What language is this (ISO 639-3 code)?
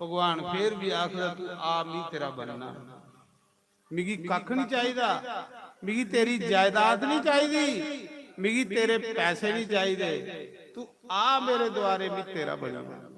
doi